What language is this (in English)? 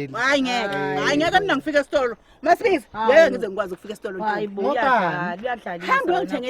Zulu